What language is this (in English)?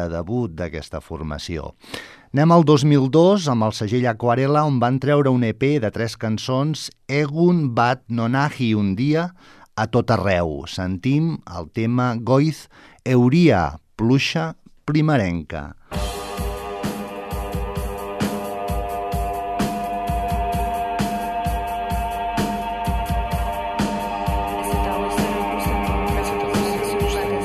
Catalan